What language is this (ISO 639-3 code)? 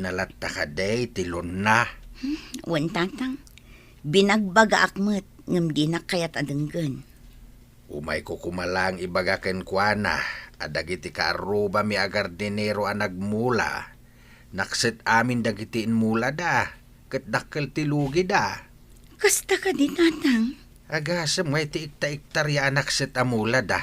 ilo